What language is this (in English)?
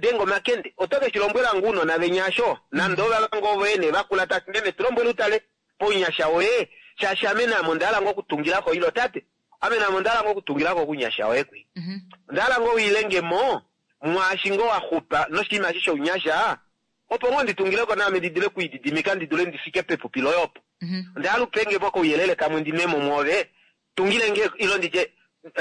Kuanyama